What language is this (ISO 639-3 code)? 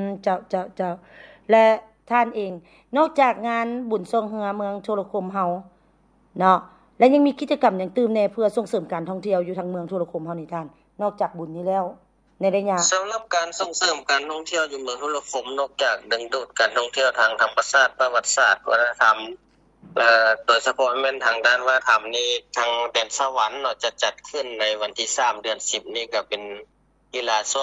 lao